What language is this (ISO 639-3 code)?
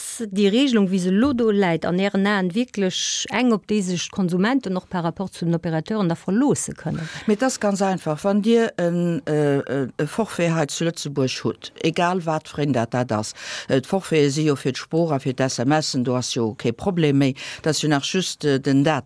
ltz